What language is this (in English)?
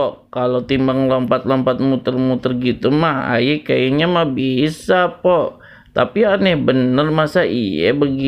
Betawi